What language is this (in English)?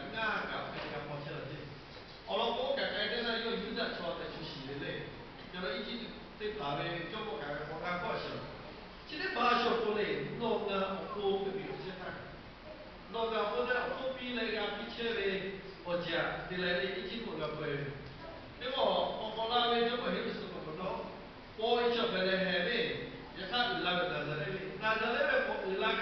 Lahu